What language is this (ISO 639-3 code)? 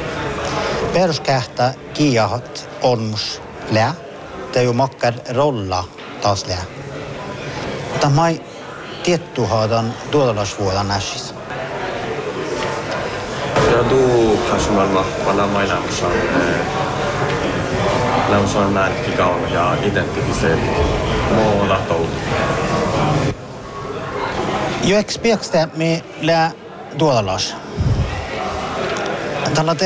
sme